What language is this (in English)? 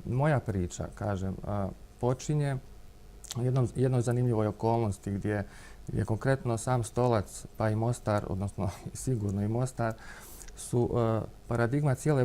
Bosnian